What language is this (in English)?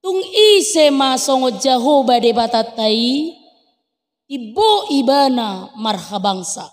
Batak Toba